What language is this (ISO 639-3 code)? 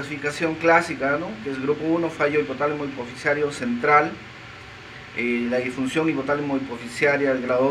spa